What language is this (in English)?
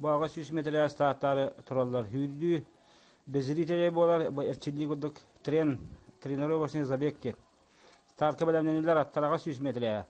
Yakut